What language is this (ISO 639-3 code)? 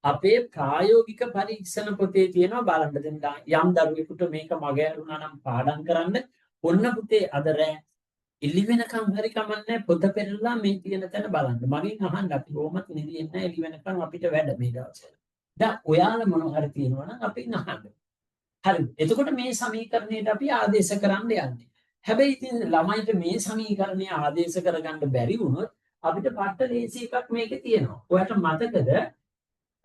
sin